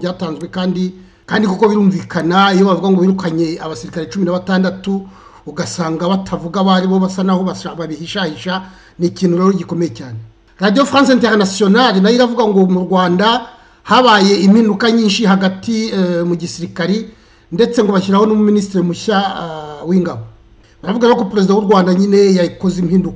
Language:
Kinyarwanda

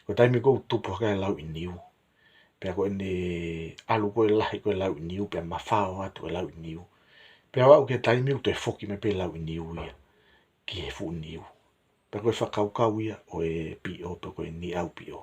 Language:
Tongan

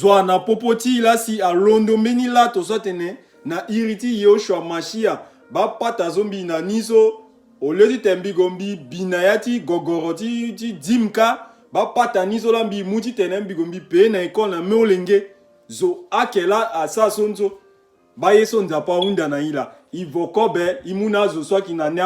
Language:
Sango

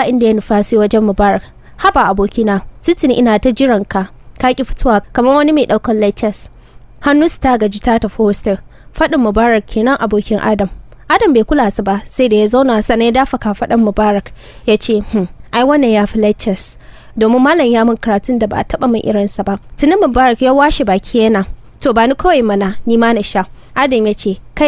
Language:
Hausa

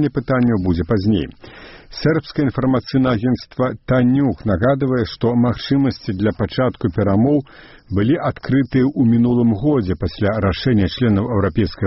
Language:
Belarusian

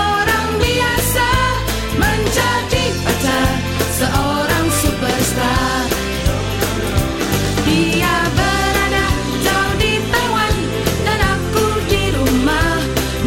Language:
Indonesian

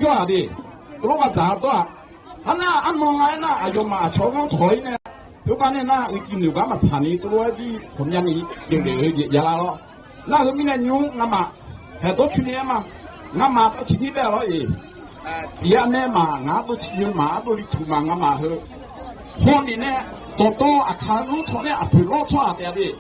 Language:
Akha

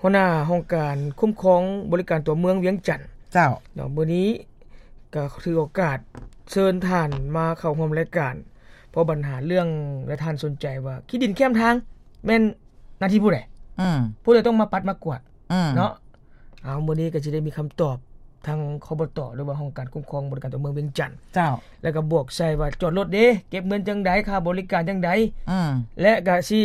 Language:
Lao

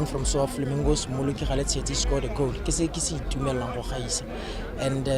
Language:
Tswana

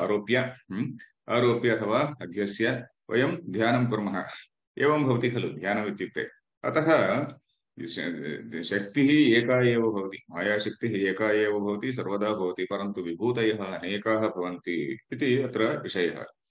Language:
Sanskrit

